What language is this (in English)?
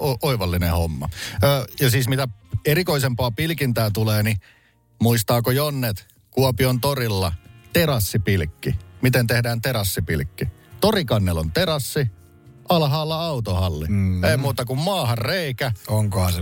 Finnish